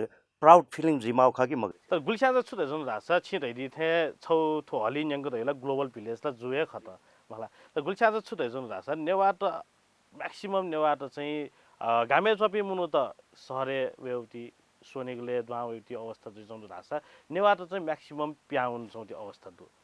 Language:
Newari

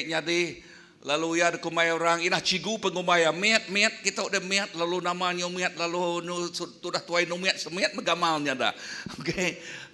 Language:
Iban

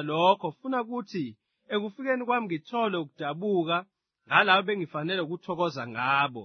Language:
Zulu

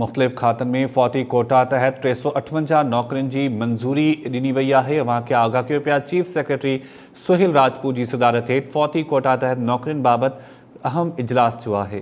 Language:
Sindhi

